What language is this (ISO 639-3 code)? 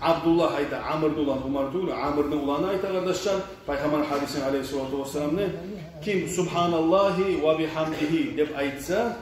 kum